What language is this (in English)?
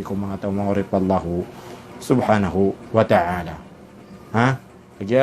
Maranao